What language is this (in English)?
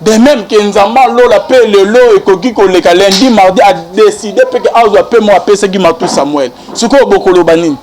Lingala